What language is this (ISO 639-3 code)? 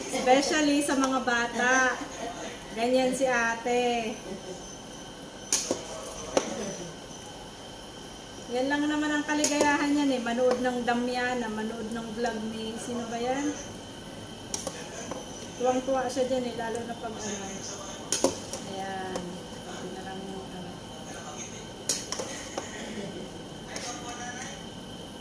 fil